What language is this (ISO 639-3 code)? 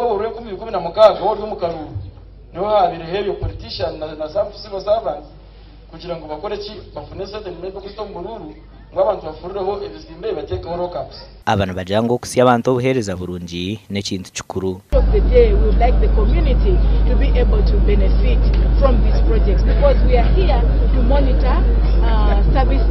nyn